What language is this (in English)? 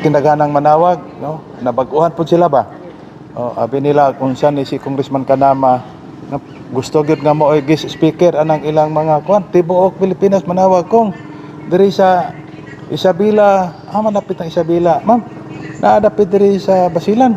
Cebuano